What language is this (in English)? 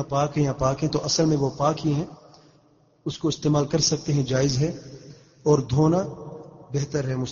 Urdu